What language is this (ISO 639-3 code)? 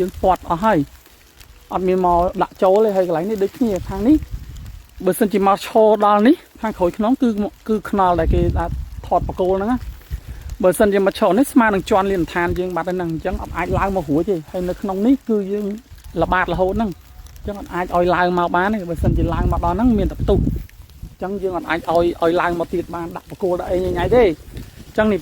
khm